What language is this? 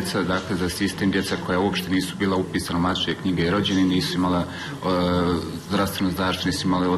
Bosnian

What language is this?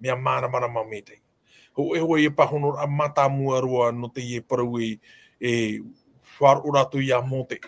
Tahitian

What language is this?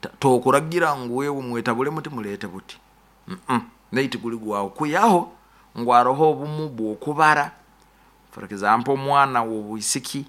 Nyoro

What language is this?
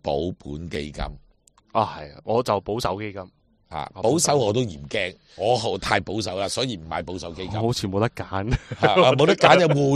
Cantonese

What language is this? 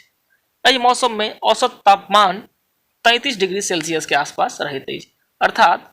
Maithili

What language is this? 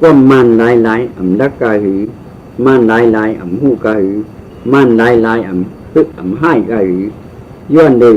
Shan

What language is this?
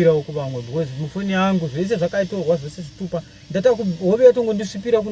Shona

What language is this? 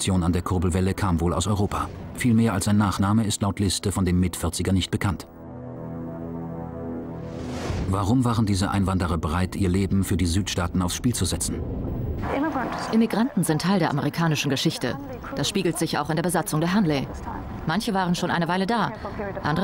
German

